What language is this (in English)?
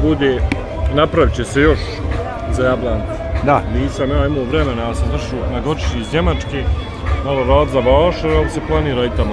Bosnian